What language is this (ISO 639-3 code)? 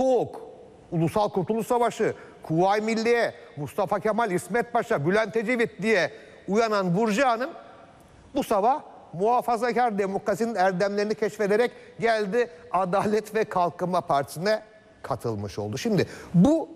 tur